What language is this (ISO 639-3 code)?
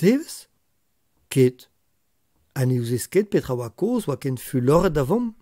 bre